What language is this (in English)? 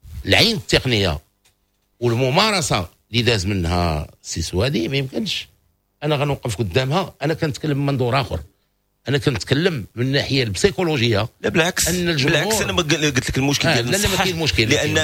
Moroccan Arabic